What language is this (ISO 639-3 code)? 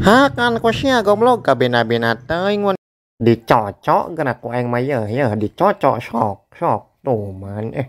sun